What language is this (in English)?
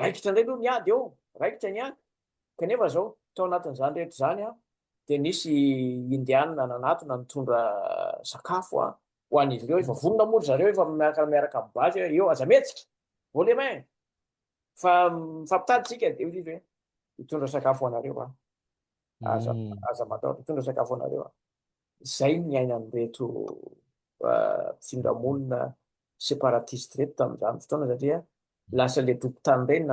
Malagasy